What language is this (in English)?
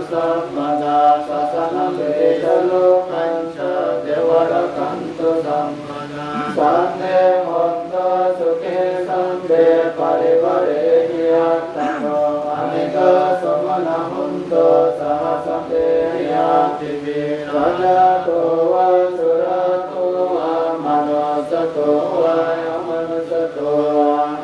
Pali